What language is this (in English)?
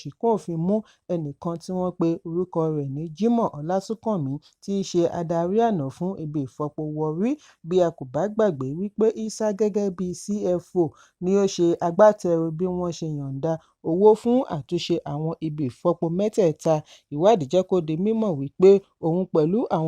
Yoruba